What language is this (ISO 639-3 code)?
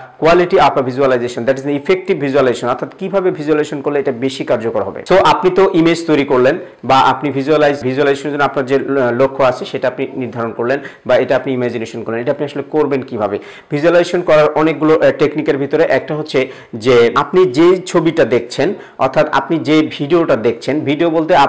ben